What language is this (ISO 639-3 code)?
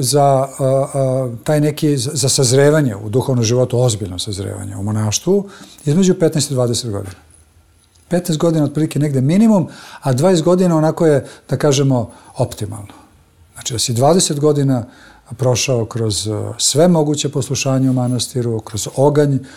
srp